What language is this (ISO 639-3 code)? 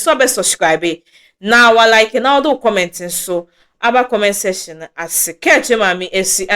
aka